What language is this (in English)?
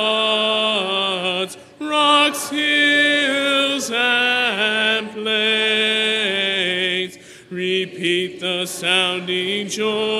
English